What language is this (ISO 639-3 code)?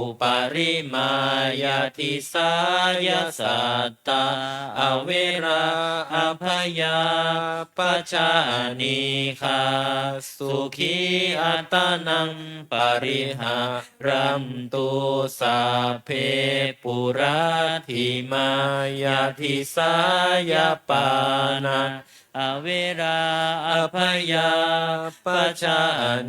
pli